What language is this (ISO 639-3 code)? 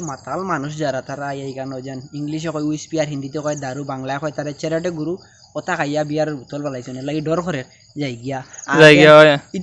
syl